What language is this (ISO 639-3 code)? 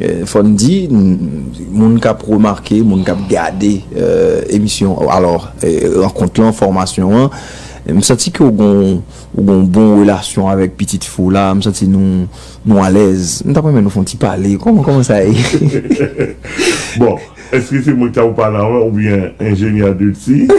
hat